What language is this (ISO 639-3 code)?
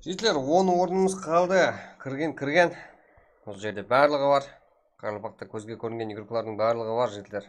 kaa